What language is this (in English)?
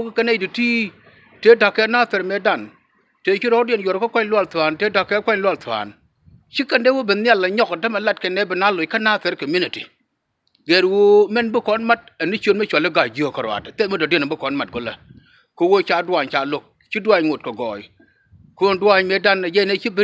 Nuer